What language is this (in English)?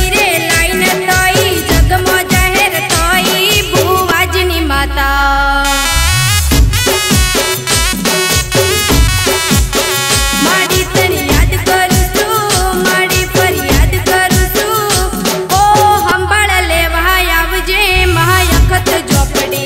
Gujarati